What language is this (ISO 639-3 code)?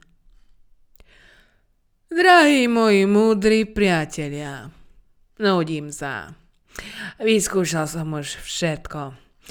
slk